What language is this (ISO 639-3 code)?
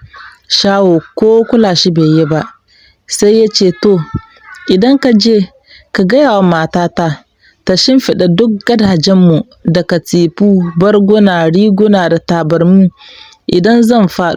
hau